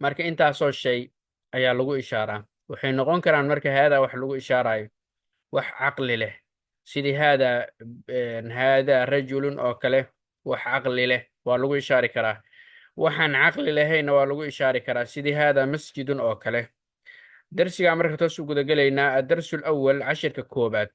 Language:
Somali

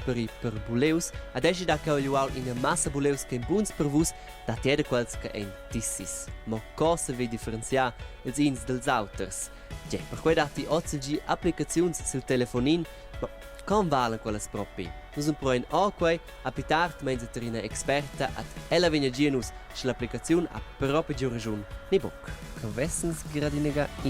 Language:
Romansh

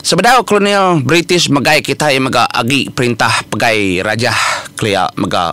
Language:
Iban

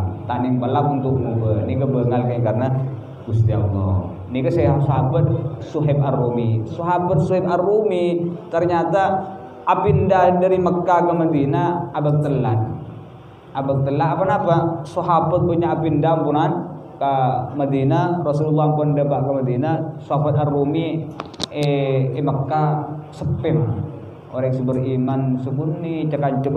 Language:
Indonesian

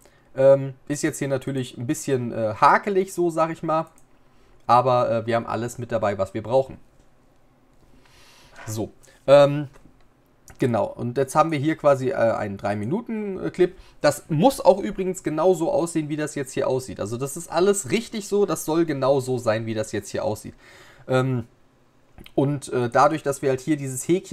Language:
German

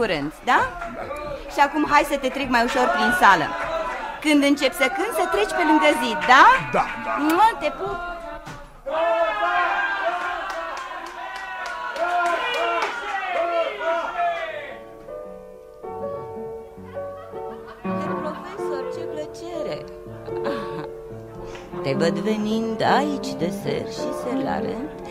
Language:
Romanian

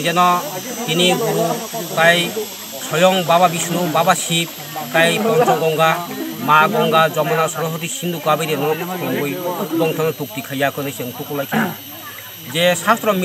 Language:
Kok Borok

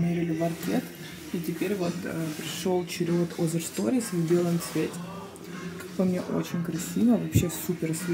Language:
Russian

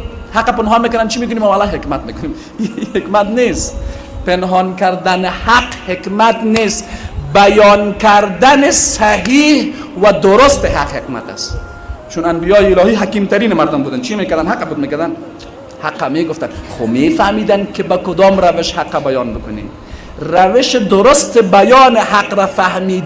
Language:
Persian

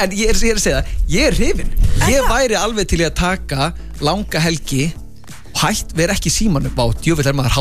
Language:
Icelandic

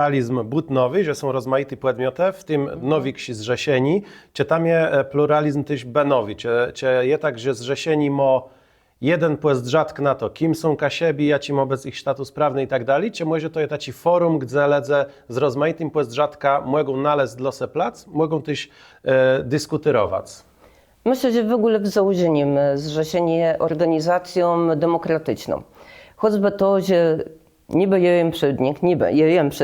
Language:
Kashubian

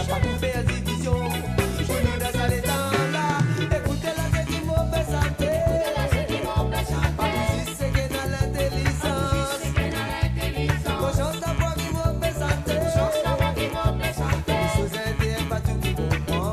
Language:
Morisyen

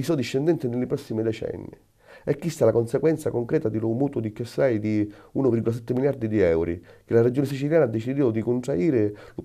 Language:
Sicilian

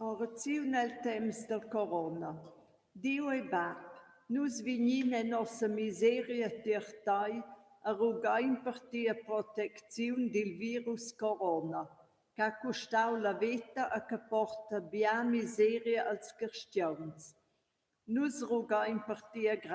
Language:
Romansh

